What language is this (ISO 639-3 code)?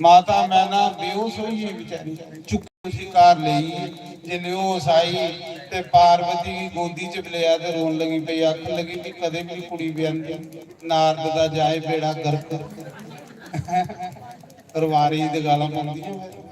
doi